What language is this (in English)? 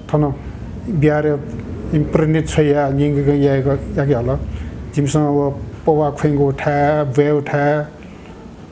Newari